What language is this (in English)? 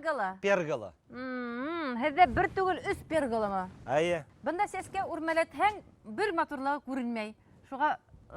Bashkir